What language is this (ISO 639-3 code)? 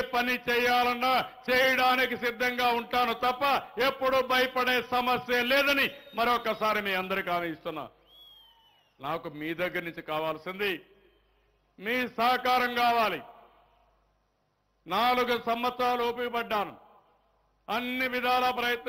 tel